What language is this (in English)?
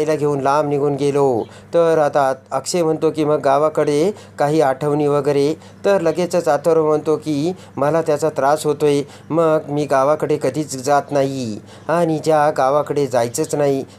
Marathi